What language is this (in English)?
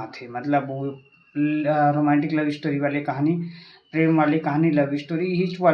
Chhattisgarhi